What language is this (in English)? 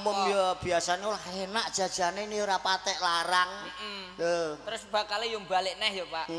Javanese